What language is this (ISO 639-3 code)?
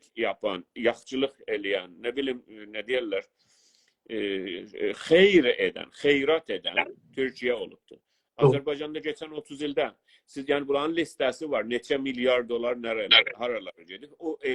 azb